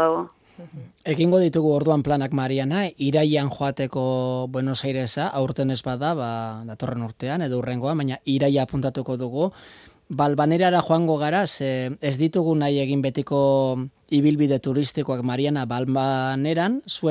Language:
Basque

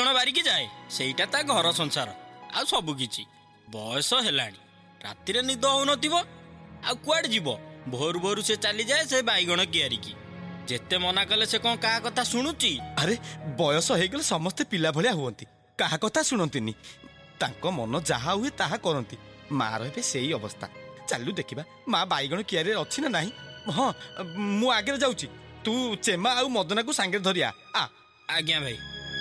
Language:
Odia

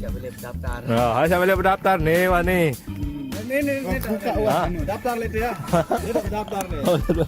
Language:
Sasak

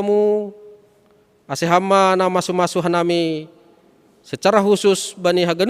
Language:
Batak Simalungun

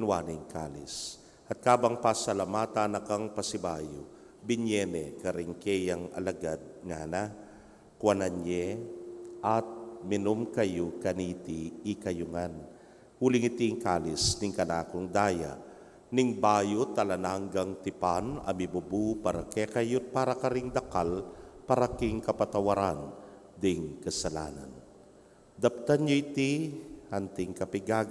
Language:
Pampanga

